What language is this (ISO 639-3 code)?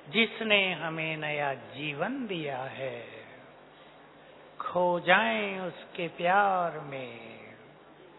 hin